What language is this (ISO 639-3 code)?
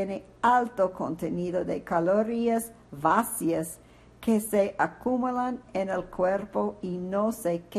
spa